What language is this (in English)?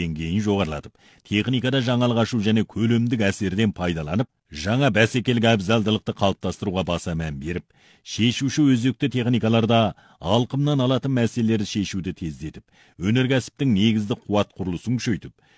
Kazakh